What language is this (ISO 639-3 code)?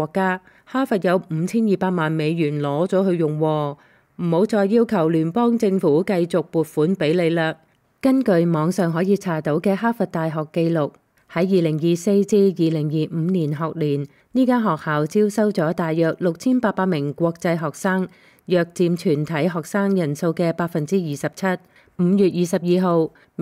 yue